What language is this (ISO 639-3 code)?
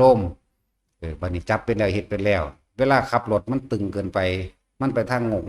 tts